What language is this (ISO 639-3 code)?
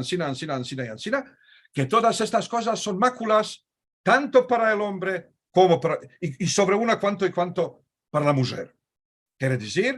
lad